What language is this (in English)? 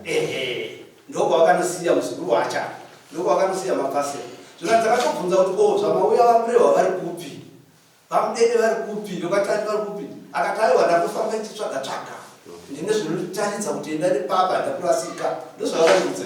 Shona